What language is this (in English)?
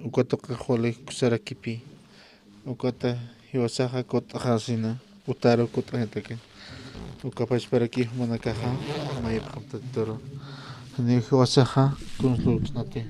Aymara